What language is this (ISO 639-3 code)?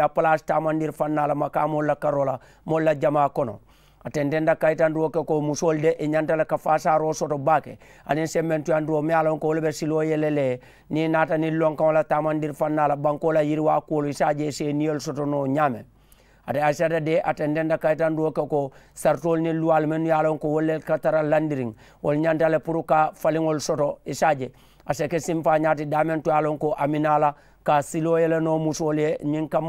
man